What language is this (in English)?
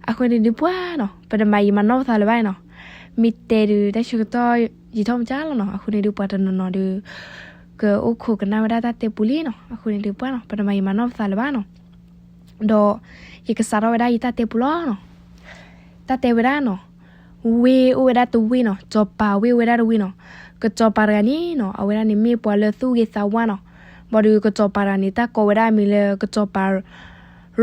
S'gaw Karen